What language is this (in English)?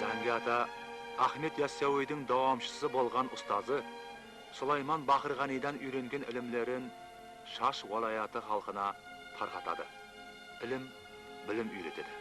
Kara-Kalpak